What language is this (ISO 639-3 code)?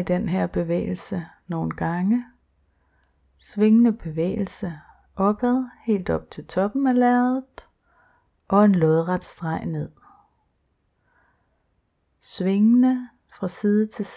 dan